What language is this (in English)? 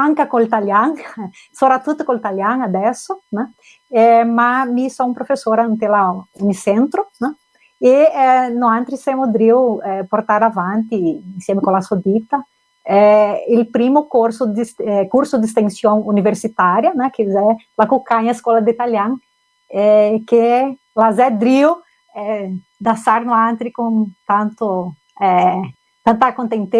Venetian